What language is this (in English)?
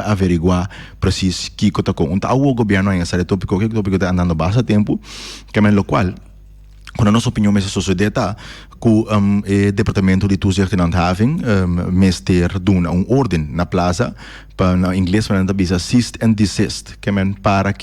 Papiamento